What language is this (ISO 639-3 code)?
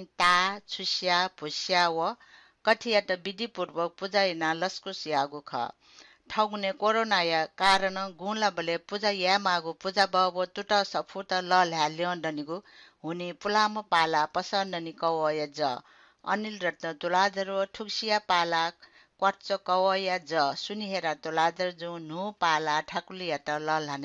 new